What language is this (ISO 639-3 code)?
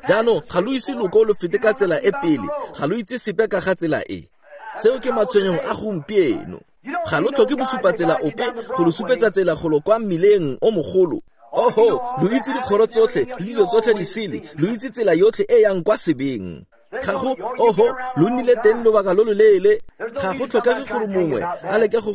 tsn